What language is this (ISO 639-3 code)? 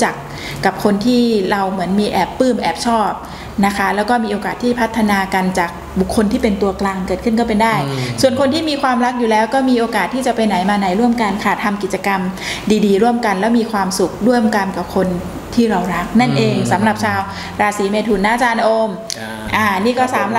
tha